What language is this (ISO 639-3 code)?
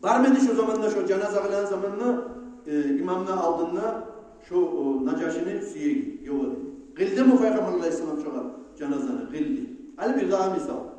kum